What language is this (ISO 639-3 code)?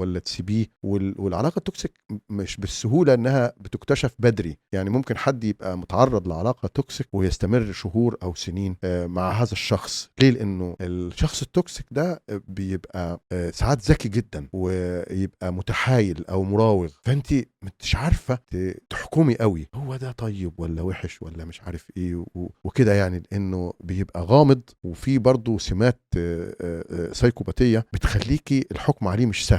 arz